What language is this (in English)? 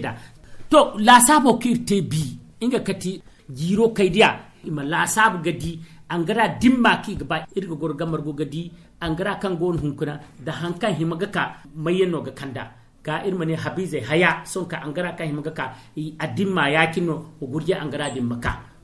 Zarma